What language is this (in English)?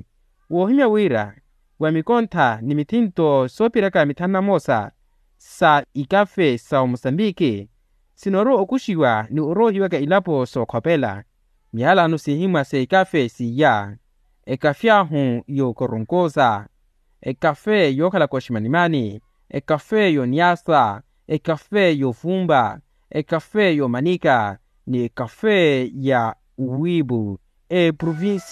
Makhuwa